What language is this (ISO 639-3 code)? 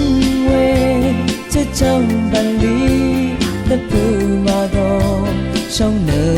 raw